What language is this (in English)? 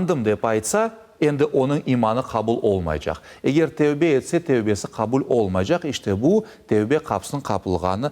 Crimean Tatar